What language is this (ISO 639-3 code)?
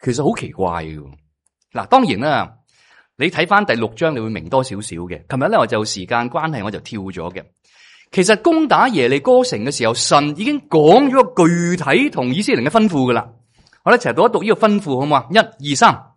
yue